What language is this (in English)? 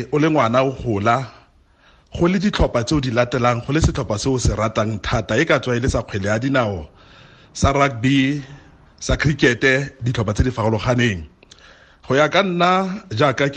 Tswana